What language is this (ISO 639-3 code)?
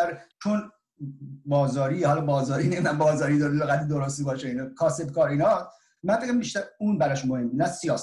fas